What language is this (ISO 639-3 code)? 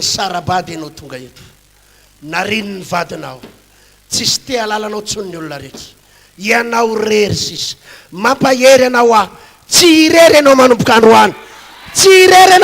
mlg